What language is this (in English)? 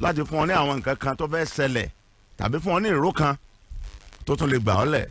Yoruba